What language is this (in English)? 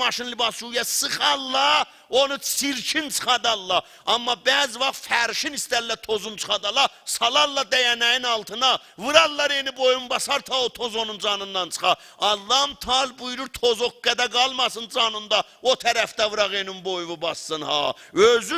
South Azerbaijani